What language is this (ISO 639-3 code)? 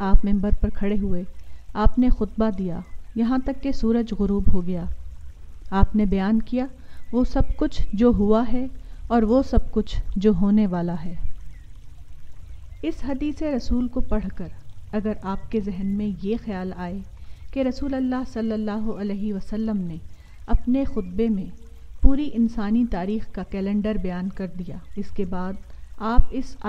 urd